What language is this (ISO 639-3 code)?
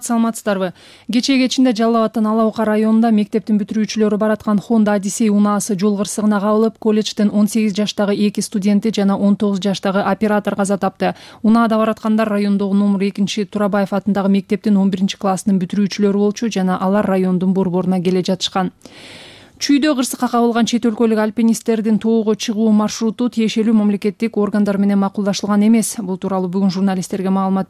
kir